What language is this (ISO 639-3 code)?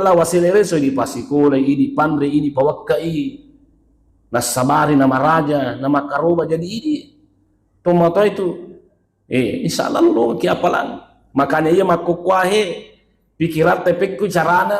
bug